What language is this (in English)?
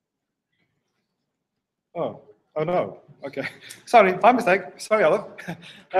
Afrikaans